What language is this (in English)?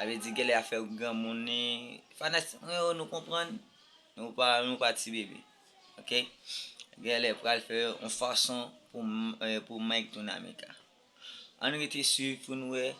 Haitian Creole